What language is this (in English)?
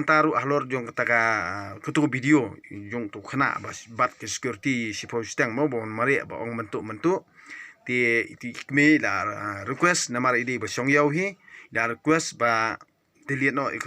Khasi